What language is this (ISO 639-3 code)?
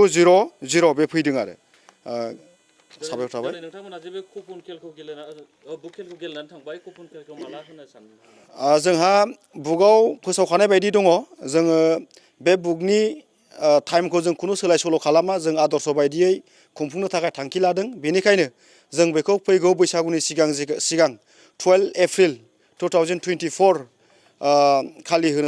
brx